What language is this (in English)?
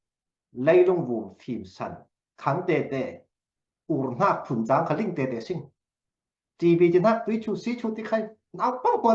Falam Chin